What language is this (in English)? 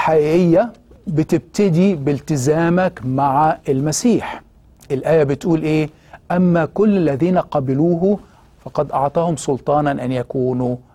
Egyptian Arabic